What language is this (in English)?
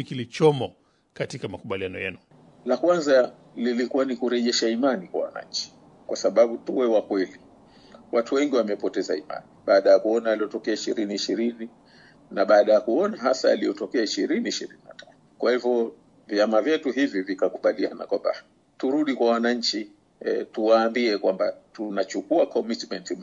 Swahili